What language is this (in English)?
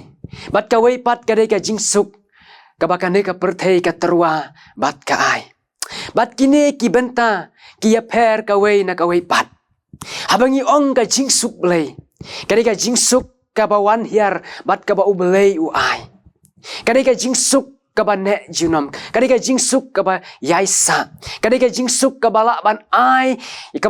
Khasi